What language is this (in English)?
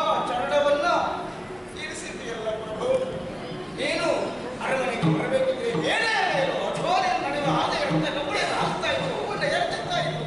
Kannada